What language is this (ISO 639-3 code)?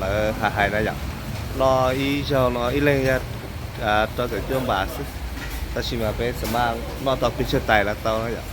hmn